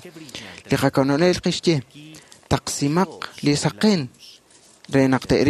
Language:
Kekchí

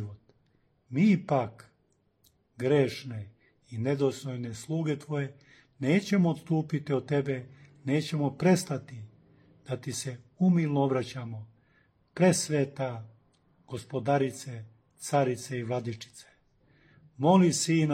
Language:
Serbian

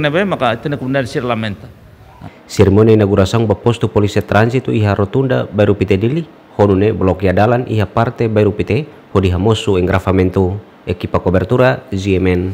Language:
Tetum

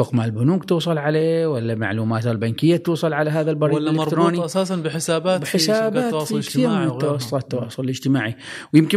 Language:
Gulf Arabic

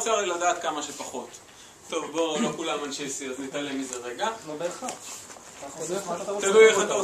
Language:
Hebrew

